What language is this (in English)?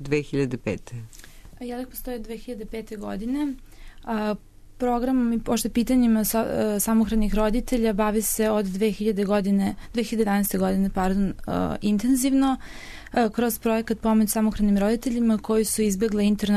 Serbian